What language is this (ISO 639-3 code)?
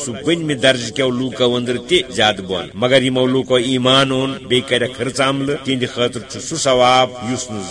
kas